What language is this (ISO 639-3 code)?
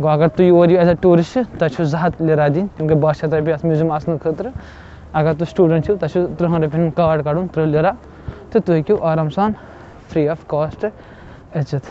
kas